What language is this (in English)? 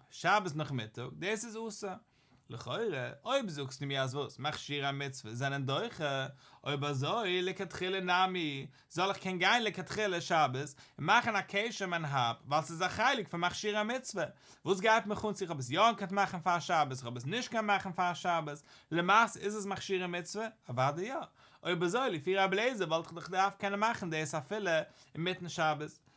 Yiddish